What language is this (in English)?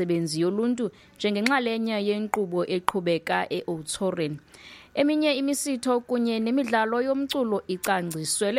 Xhosa